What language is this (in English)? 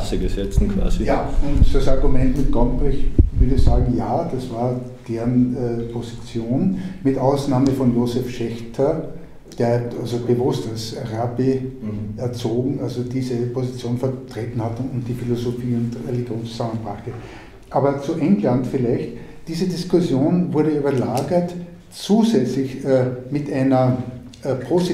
German